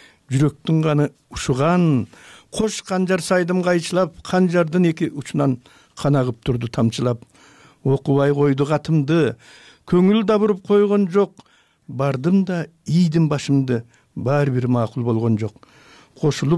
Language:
Kyrgyz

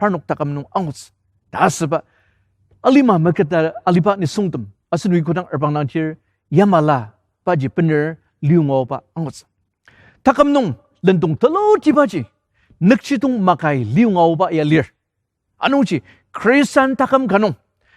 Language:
Ao Naga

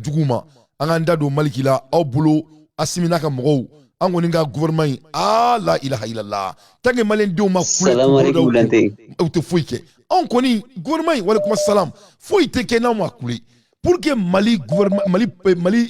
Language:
Bambara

